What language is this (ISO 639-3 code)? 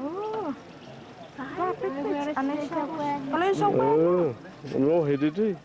dhv